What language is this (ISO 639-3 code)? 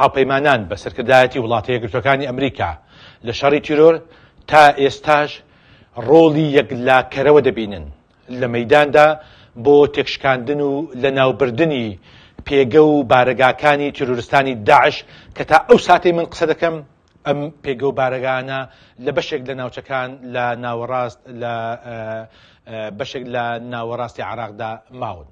ckb